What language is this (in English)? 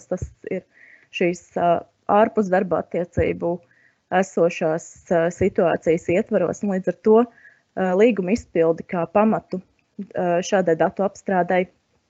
Latvian